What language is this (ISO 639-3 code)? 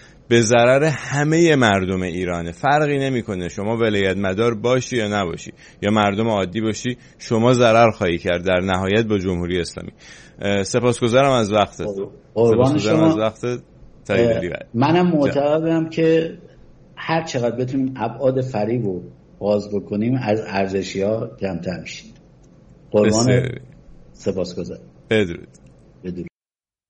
fas